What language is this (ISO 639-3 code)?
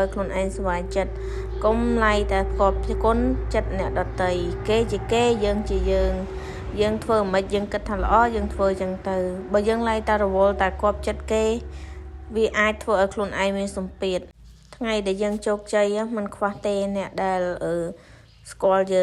khm